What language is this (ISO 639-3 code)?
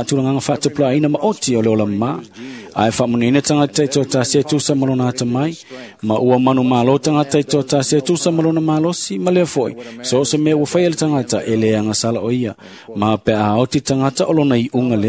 smo